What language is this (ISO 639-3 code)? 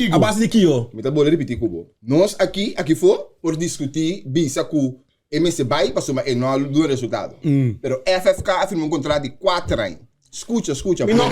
pap